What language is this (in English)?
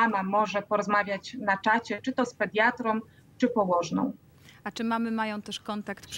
Polish